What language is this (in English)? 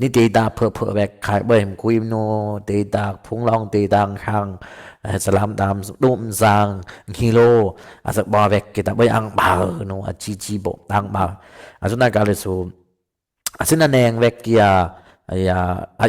Dimasa